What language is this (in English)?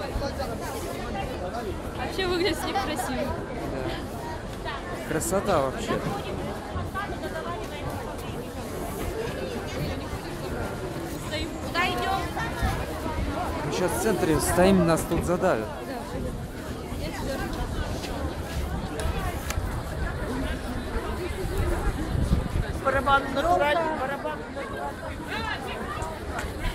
Russian